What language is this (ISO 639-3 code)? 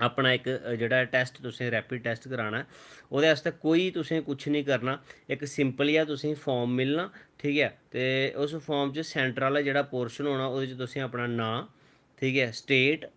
doi